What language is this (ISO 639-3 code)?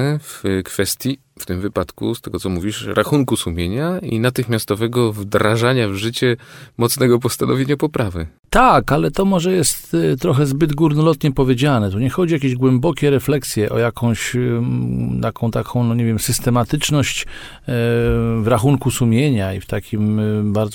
pol